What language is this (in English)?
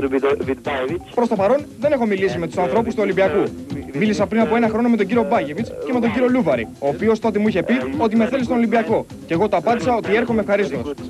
Greek